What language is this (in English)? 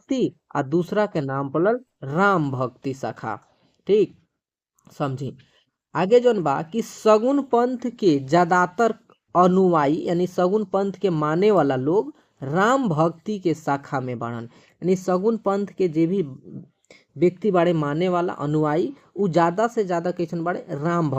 Bhojpuri